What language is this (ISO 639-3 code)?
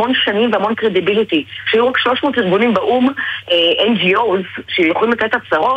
heb